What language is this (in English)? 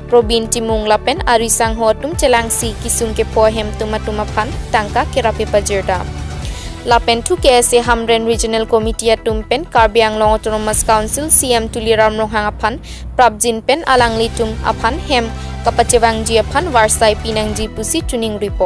Karbi